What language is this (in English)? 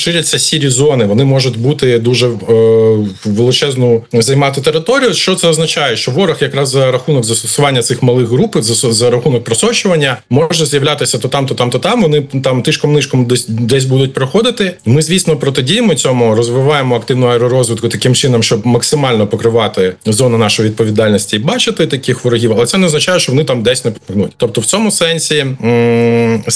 Ukrainian